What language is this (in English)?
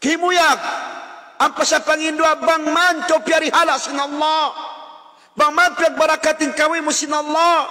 Tausug